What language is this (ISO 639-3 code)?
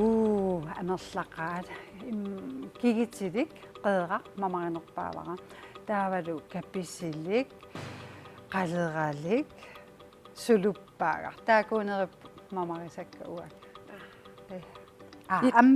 kal